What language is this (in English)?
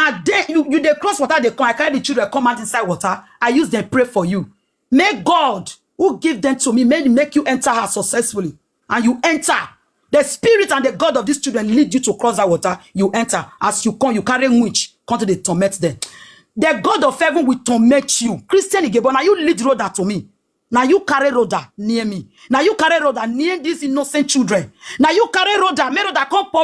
Nigerian Pidgin